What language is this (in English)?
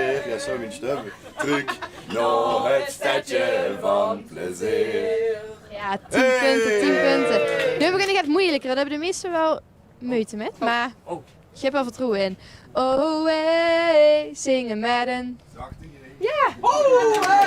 Limburgish